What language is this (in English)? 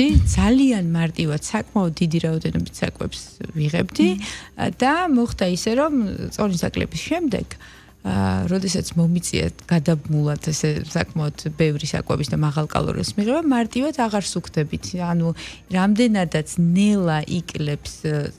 Georgian